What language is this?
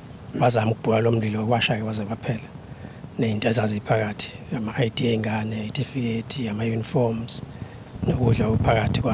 Zulu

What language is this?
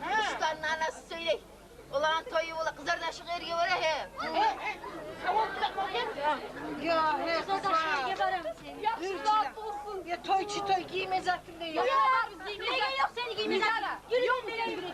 Kumyk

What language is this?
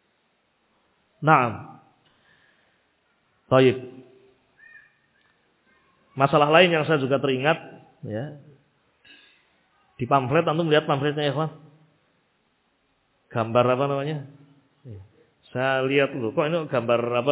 Indonesian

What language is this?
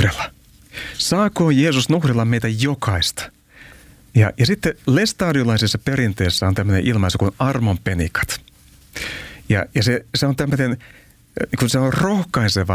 Finnish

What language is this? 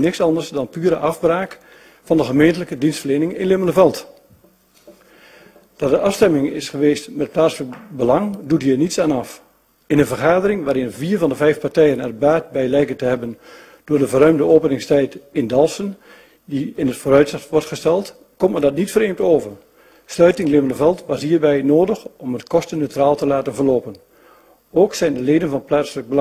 Dutch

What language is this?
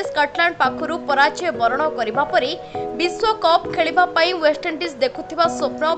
Odia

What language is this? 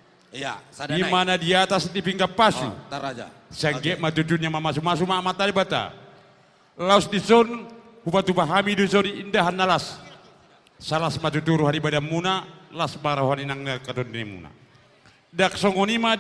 Batak Toba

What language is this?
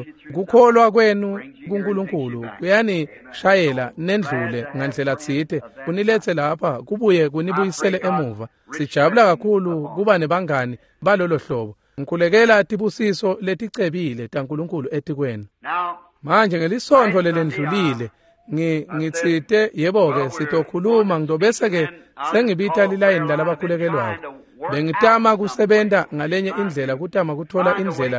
Swati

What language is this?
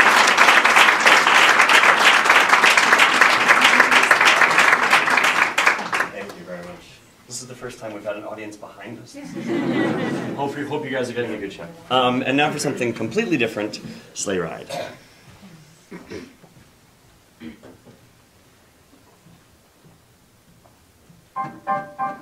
English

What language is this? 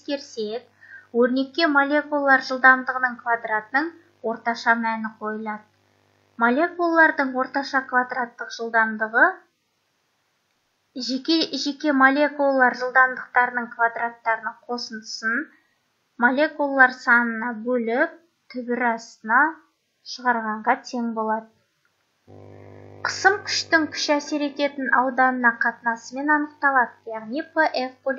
Kazakh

